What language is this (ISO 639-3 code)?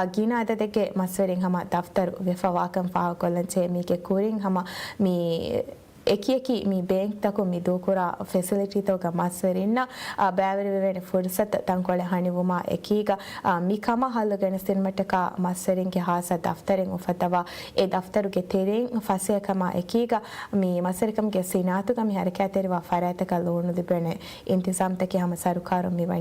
div